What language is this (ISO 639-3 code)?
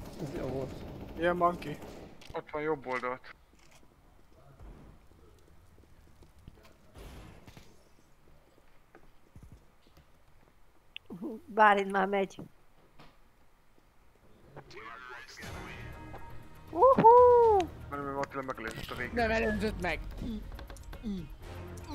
hun